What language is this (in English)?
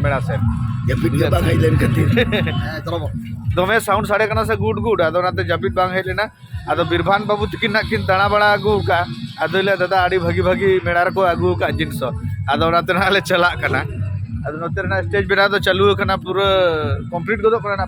Santali